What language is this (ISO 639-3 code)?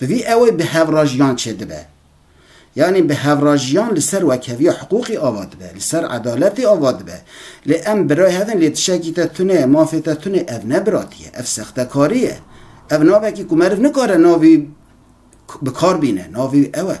kur